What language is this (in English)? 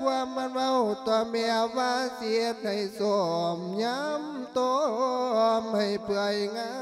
Lao